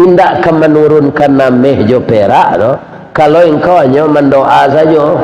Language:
Minangkabau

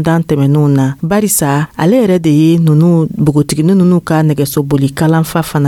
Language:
Dyula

